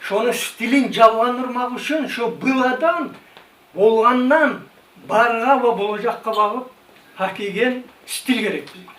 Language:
Kumyk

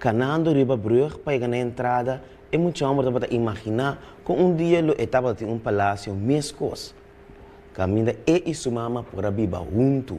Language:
Papiamento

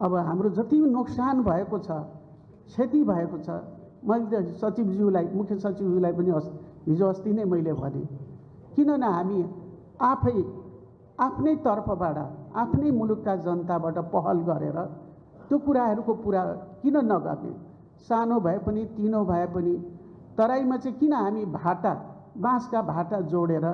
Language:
Nepali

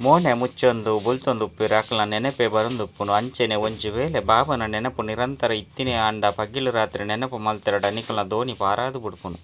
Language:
Tulu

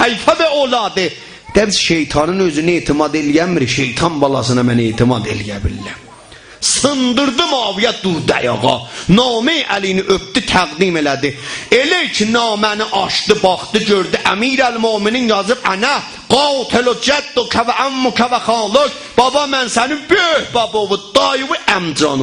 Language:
South Azerbaijani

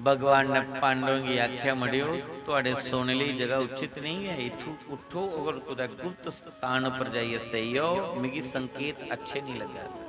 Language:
Dogri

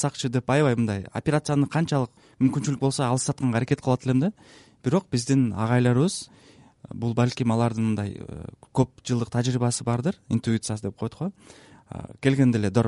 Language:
Kyrgyz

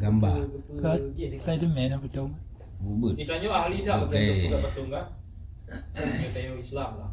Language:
Achinese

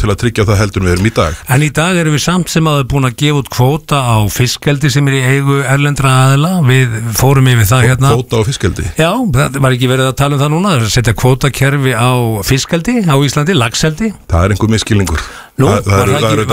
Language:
Icelandic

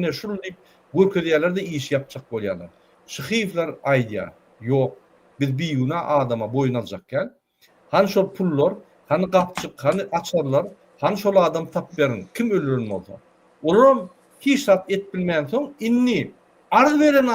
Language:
Turkmen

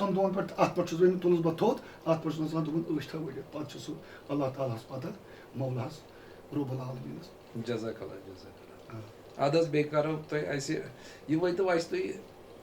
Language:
Kashmiri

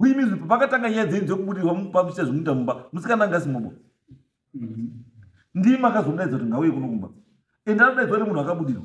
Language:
Shona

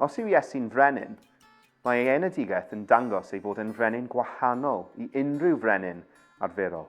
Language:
Welsh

